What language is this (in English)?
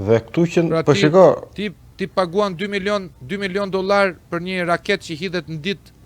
Albanian